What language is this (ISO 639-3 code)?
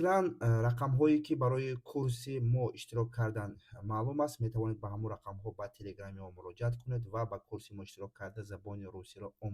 tgk